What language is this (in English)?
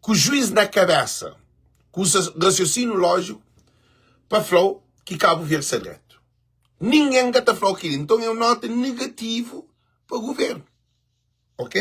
Kabuverdianu